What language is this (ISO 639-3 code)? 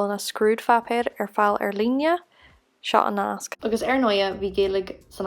gle